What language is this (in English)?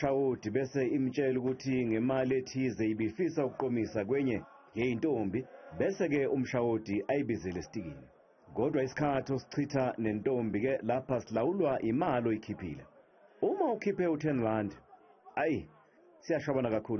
Zulu